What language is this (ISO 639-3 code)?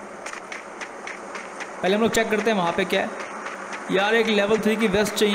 hin